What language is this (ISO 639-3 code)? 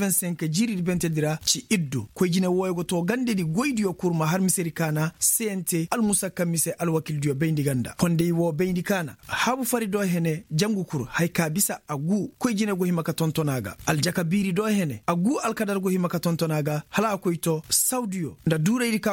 ses